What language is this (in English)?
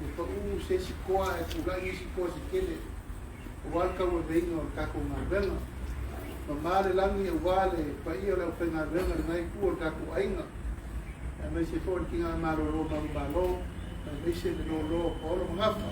Samoan